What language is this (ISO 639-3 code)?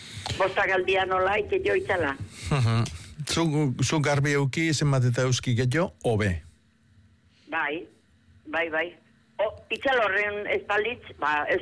eus